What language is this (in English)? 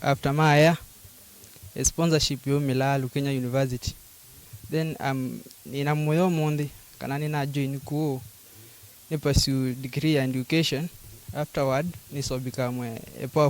Kamba